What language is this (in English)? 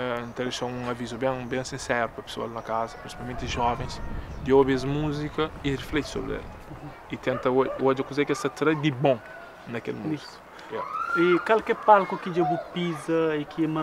Kabuverdianu